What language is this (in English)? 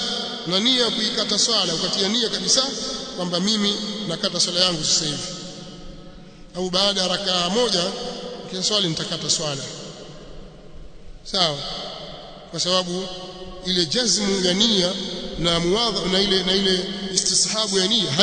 Swahili